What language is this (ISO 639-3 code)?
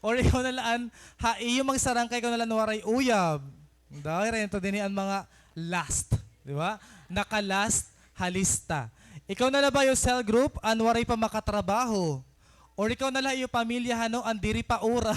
war